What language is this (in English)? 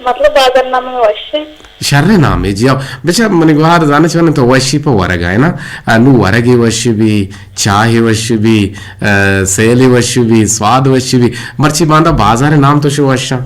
Eastern Balochi